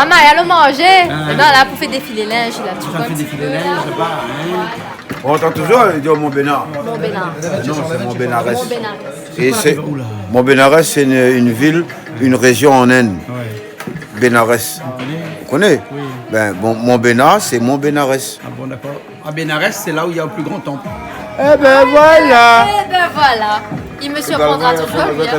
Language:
Réunion Creole French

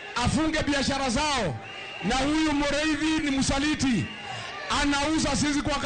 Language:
Luo (Kenya and Tanzania)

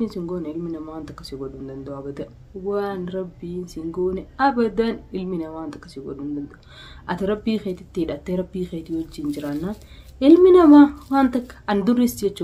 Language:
Oromo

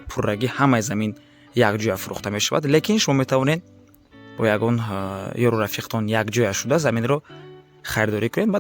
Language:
Tajik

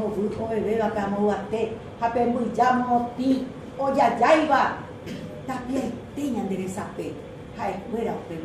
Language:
Guarani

